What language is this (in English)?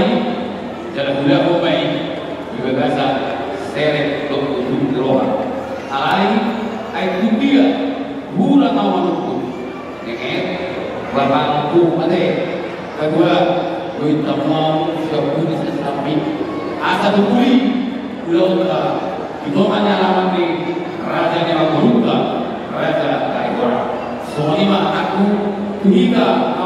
Batak Toba